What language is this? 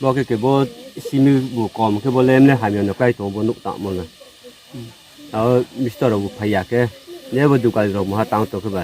Riang (India)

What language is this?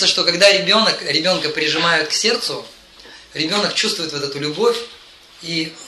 Russian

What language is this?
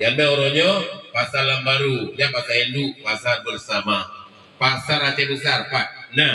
Achinese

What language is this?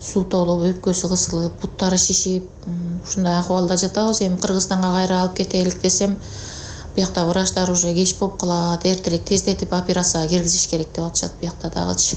Kyrgyz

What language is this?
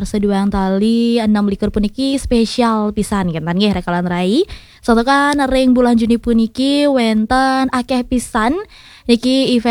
Balinese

